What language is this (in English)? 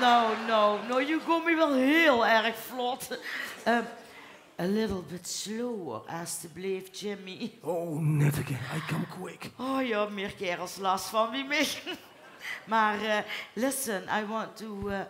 Limburgish